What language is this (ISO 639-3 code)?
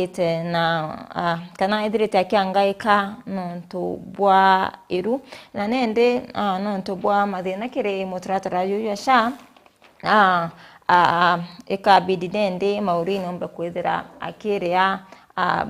mer